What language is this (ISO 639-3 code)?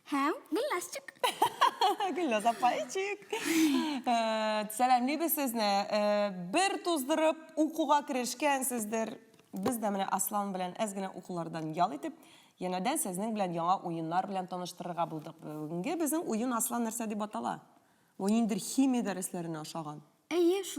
tat